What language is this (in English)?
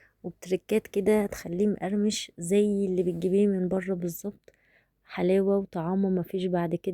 Egyptian Arabic